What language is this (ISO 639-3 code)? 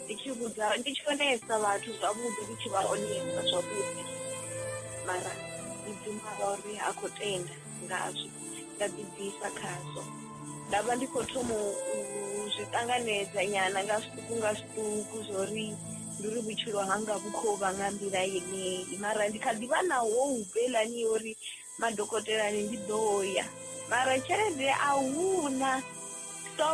ven